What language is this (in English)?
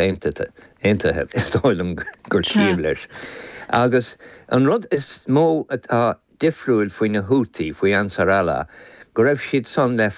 Irish